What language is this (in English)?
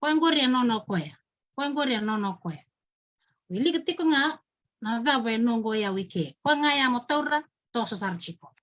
Fijian